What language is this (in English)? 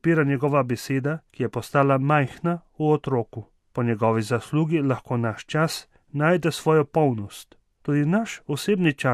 Slovenian